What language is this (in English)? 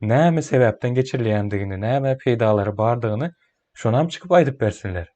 Turkmen